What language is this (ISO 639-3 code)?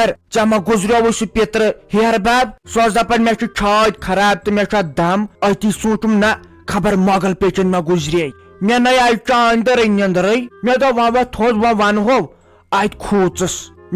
kas